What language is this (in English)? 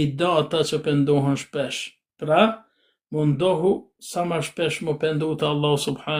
Albanian